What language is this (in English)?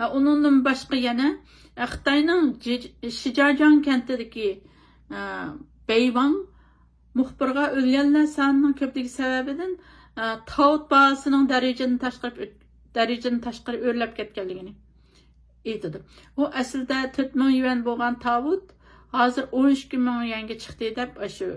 Uyghur